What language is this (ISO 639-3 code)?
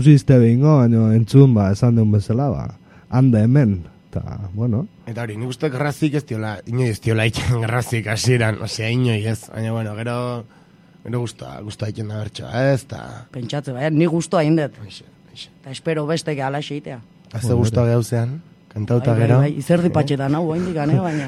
eus